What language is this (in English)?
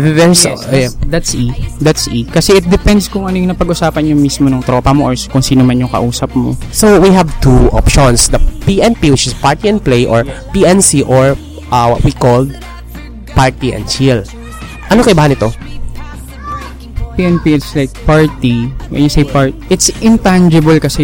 Filipino